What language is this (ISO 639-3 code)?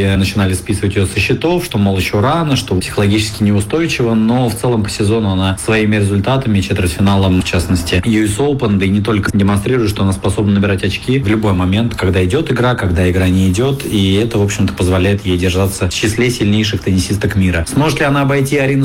rus